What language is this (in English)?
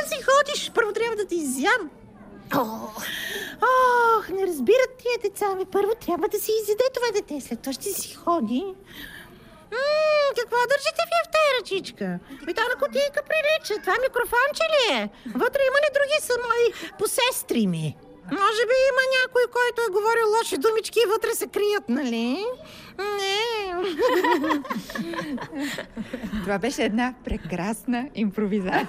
Bulgarian